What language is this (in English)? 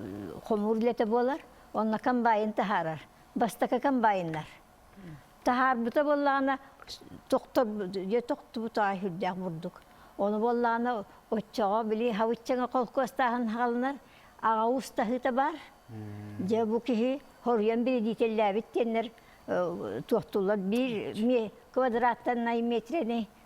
Yakut